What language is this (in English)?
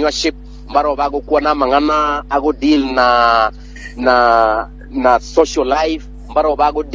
Gusii